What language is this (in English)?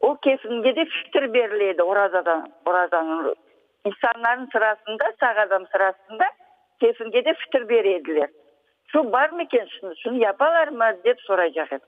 Crimean Tatar